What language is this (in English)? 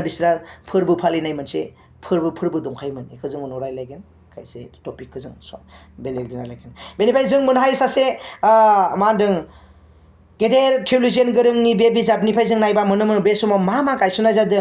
Bodo